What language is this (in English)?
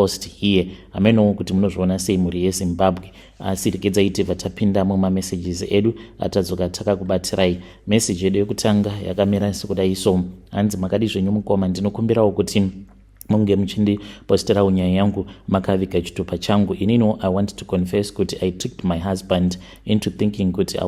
Shona